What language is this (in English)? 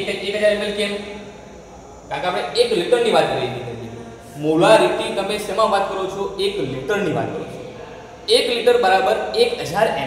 Gujarati